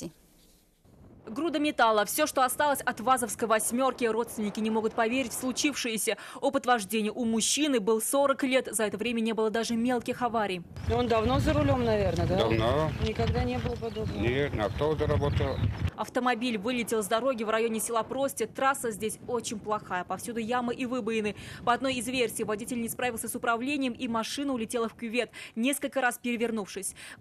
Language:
Russian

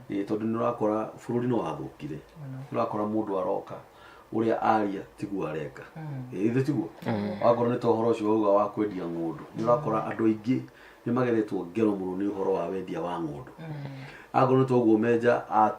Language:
Kikuyu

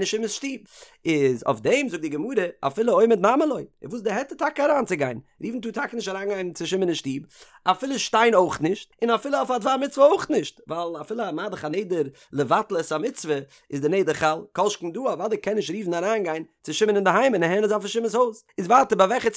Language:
Yiddish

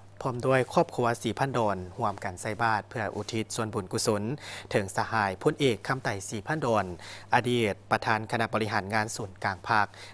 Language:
Lao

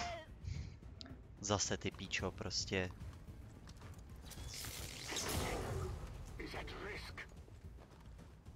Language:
Czech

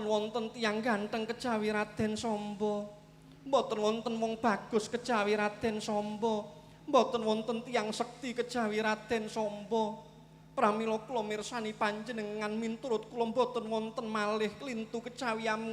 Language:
Javanese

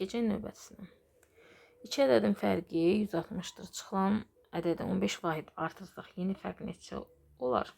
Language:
Azerbaijani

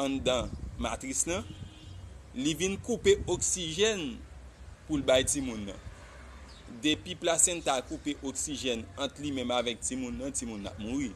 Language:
Haitian Creole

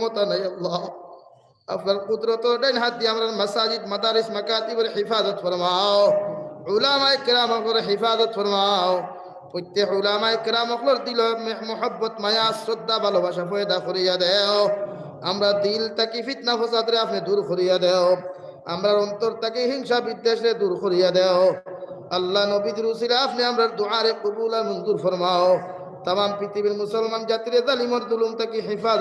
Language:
Sylheti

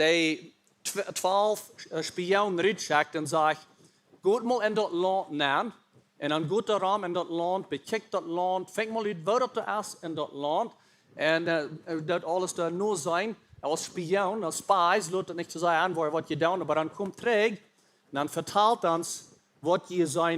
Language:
Plautdietsch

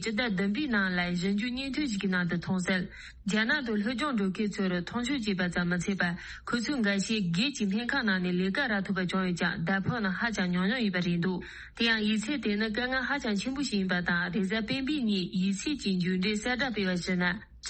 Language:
Tibetan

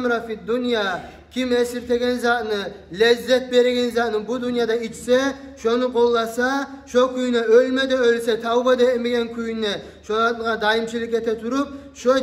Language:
Kumyk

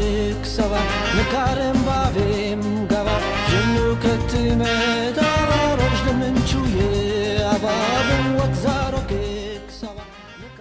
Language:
Kurdish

